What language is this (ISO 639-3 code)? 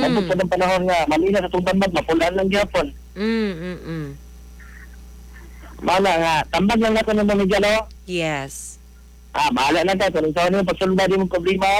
ceb